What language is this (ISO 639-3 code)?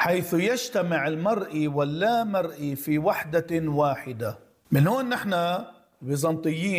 apc